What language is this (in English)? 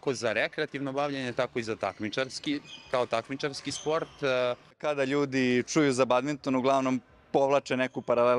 Serbian